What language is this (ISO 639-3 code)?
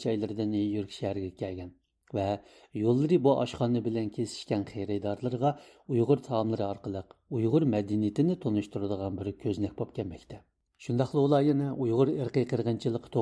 uig